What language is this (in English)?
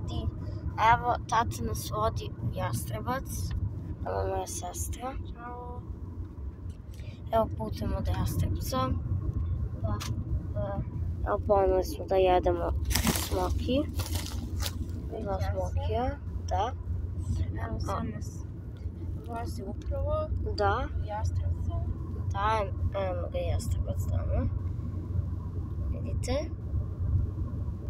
Serbian